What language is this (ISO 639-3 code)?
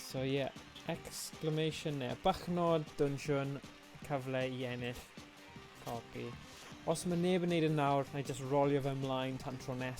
cym